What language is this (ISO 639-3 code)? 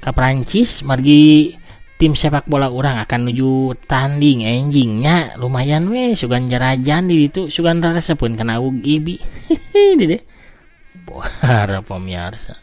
sun